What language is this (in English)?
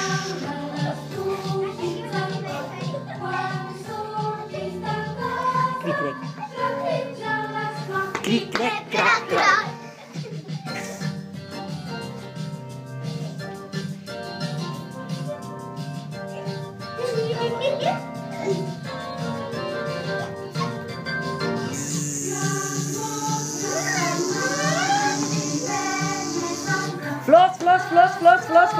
Catalan